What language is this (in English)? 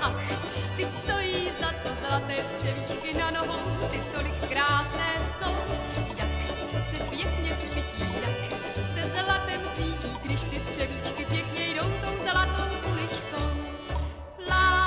Czech